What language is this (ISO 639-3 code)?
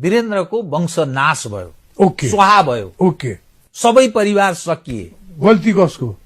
nep